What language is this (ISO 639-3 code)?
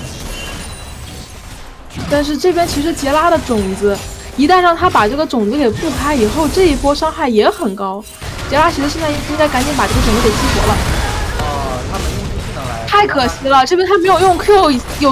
zho